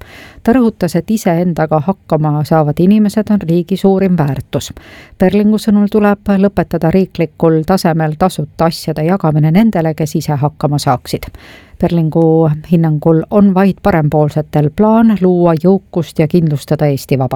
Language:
Estonian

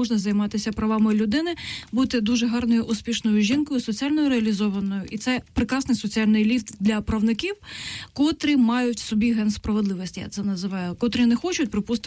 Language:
Ukrainian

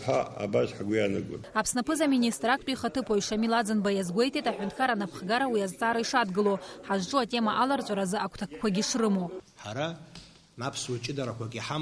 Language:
Abkhazian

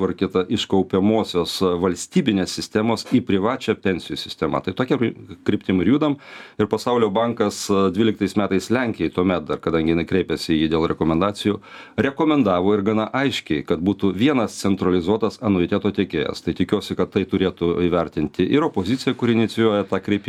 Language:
Lithuanian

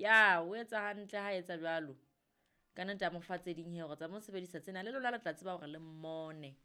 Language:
Southern Sotho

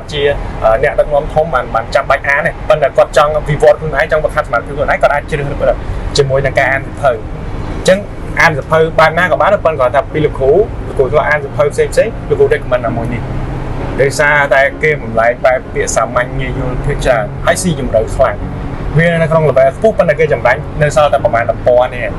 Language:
Khmer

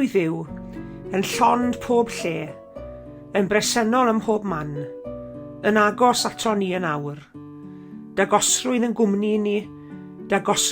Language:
Welsh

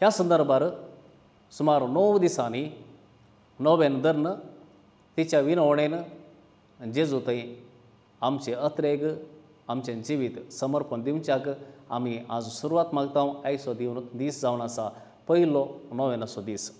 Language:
Konkani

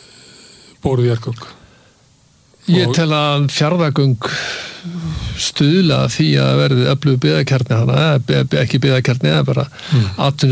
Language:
Icelandic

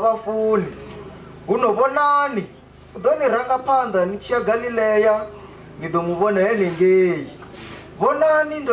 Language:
Venda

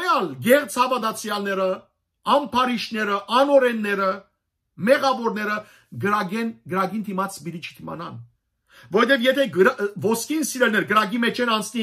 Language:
Western Armenian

